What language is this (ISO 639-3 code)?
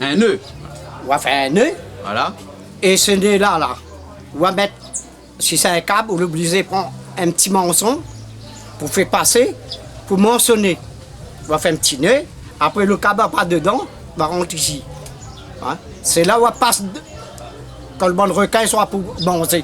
rcf